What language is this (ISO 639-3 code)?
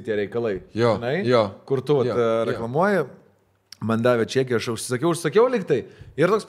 lit